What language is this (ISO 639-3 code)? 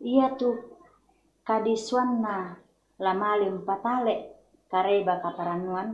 sda